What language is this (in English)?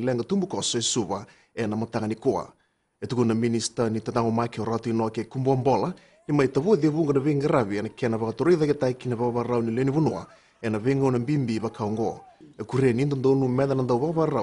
Fijian